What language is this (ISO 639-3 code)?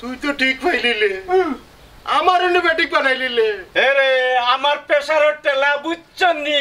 syl